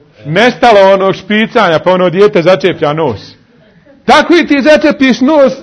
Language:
Bosnian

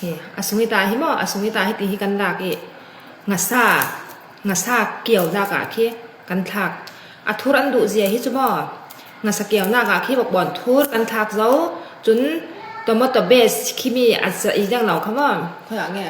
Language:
Falam Chin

